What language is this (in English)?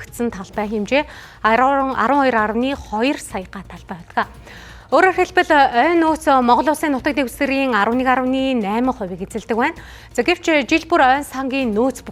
Mongolian